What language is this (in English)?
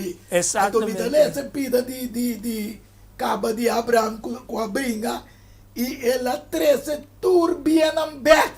Papiamento